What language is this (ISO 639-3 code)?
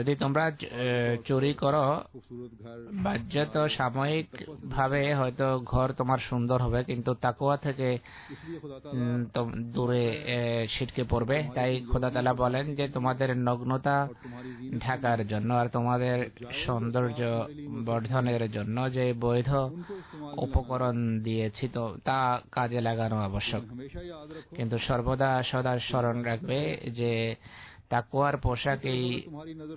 ben